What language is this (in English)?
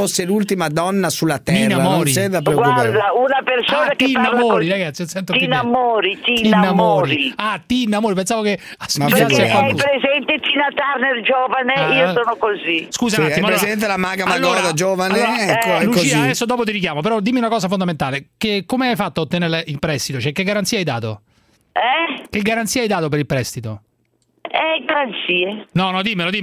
Italian